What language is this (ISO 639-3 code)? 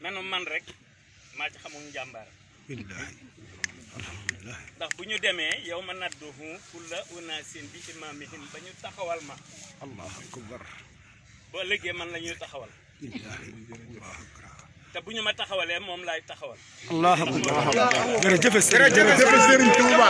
wol